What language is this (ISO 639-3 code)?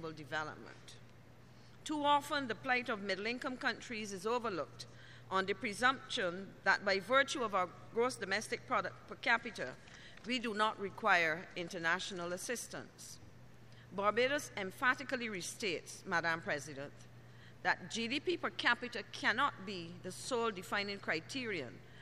eng